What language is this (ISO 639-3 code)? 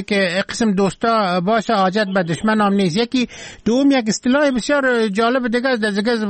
fas